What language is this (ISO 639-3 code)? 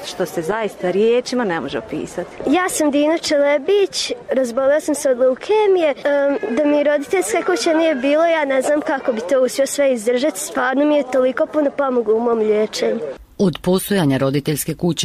bos